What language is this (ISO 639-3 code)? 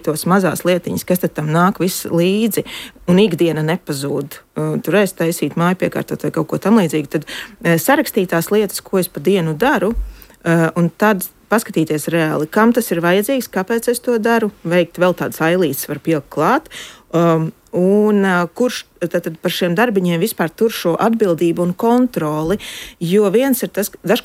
lav